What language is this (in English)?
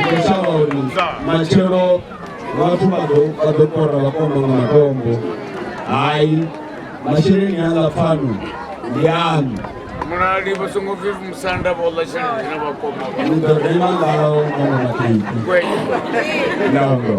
Venda